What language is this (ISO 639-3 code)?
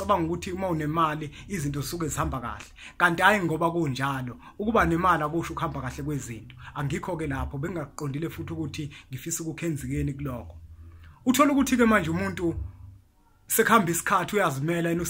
zul